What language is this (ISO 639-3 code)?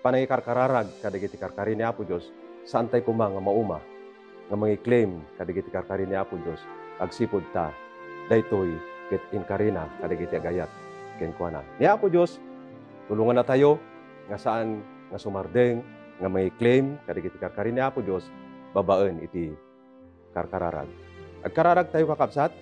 ilo